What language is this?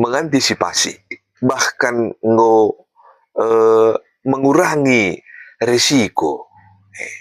Batak Karo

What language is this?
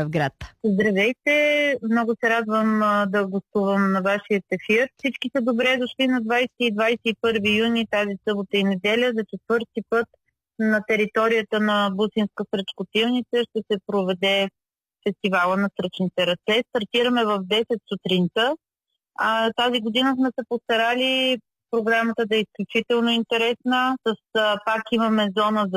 Bulgarian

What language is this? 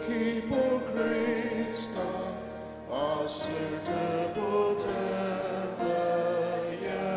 Ao Naga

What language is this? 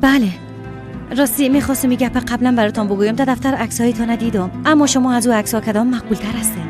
Persian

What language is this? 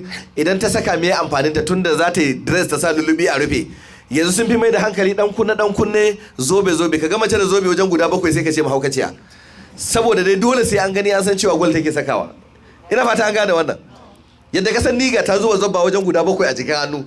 Hausa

